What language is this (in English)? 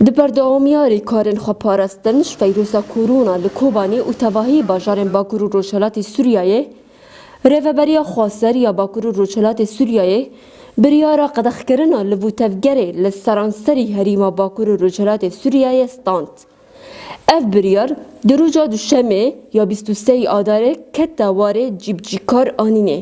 Kurdish